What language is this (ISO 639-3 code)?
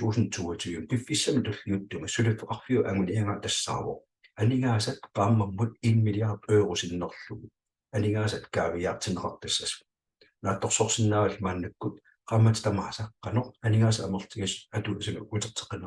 kal